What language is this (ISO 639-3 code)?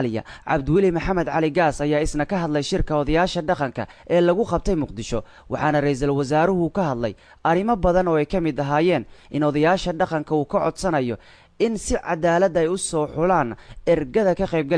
som